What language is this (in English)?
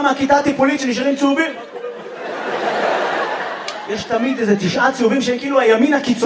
Hebrew